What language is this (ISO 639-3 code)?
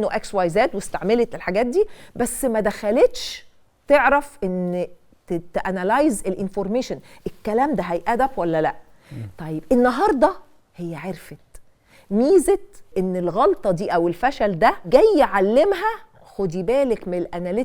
arz